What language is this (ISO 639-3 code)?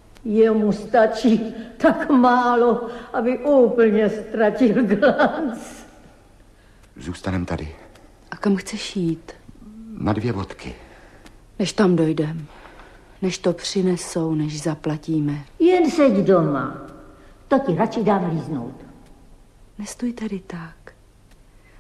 ces